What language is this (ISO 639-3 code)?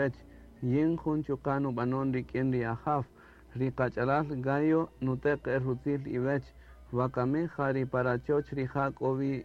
cak